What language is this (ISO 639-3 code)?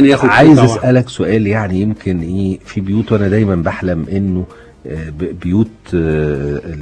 arz